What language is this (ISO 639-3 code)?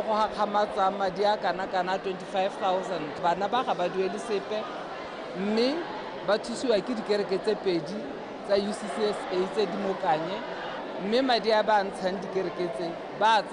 tsn